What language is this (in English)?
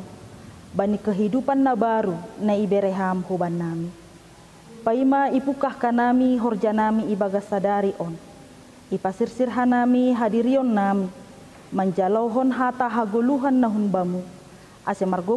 Batak Simalungun